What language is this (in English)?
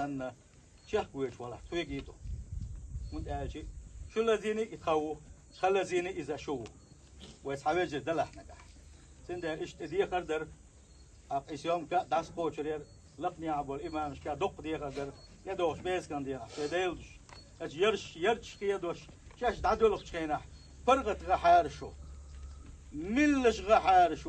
Chechen